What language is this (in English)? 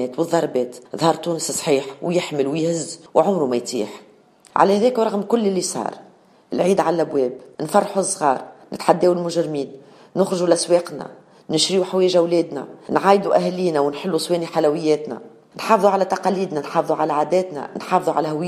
Tunisian Arabic